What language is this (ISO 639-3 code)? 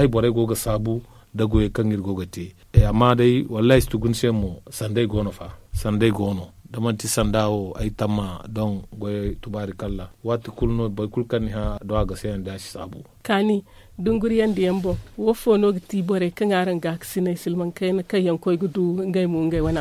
dje